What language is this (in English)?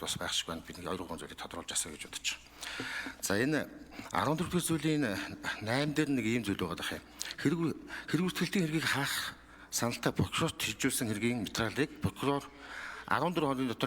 Mongolian